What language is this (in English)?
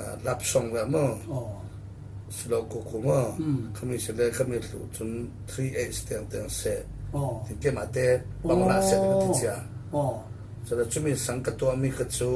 Falam Chin